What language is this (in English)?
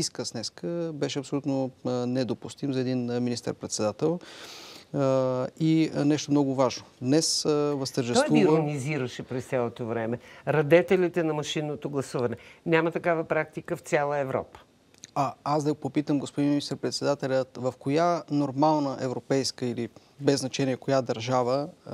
Bulgarian